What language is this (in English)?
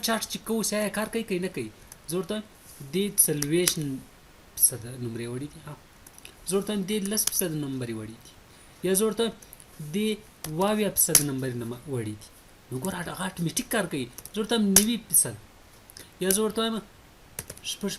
Pashto